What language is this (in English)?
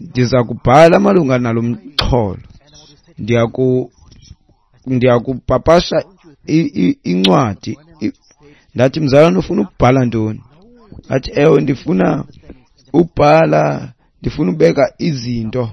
Xhosa